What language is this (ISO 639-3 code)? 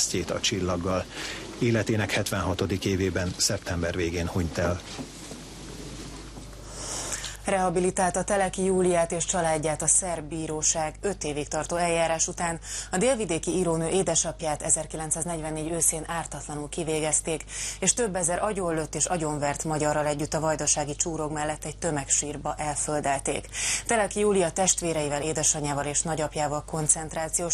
hun